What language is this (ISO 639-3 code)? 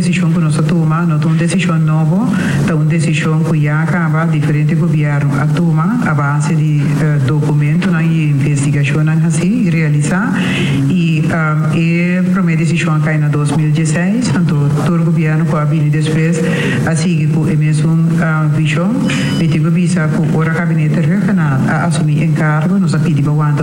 pap